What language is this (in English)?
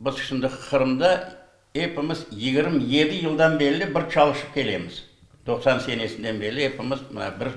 Crimean Tatar